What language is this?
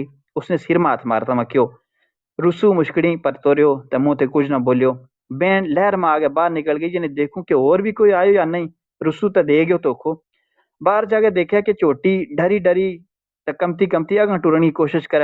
Gujari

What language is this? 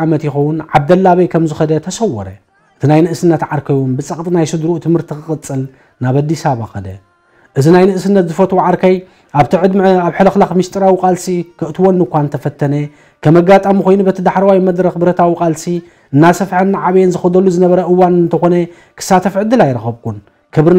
Tigrinya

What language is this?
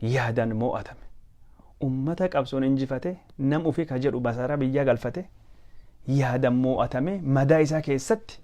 Oromo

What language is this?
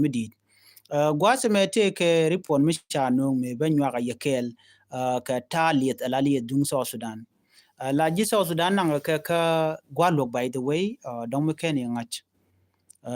Nuer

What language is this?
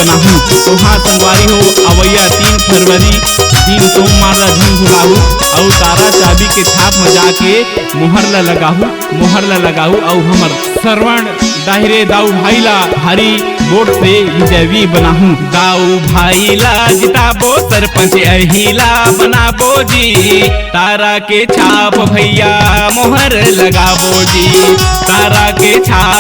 Chhattisgarhi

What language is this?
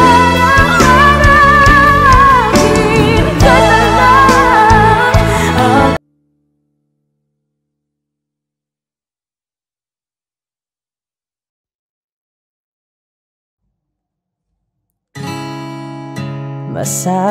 Filipino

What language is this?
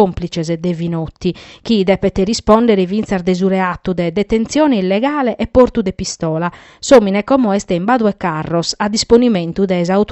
Sardinian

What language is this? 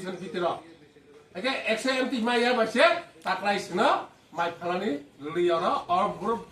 Kok Borok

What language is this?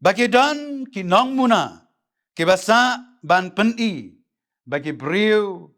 Khasi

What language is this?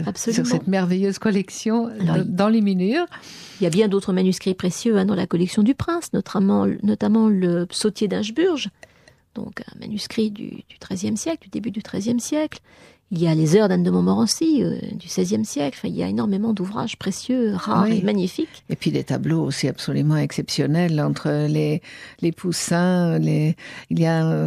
French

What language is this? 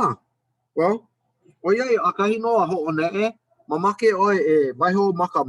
Hawaiian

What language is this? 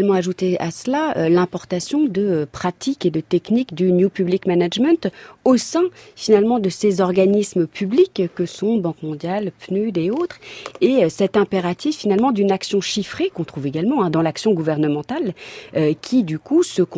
French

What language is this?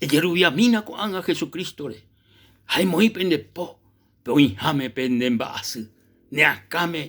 Guarani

